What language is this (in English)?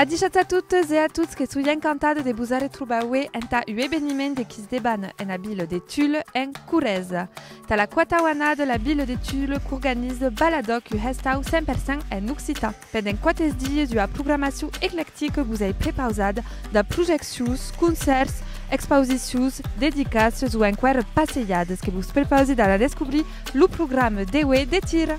Occitan